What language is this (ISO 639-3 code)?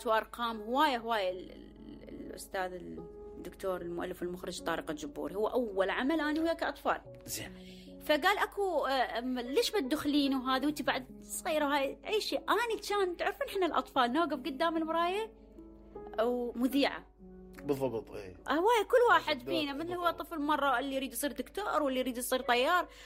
acm